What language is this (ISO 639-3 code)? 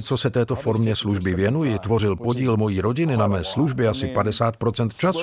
ces